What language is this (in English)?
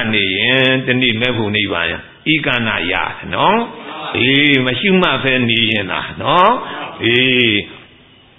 Burmese